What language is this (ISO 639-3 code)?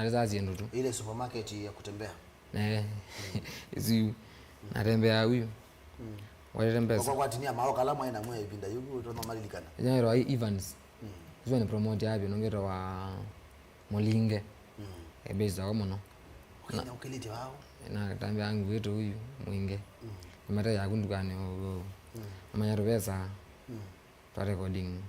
kam